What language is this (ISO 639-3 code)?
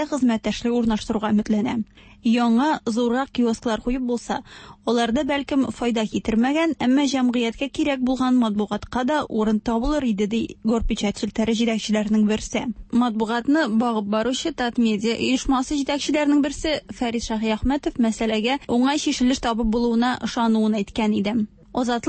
tat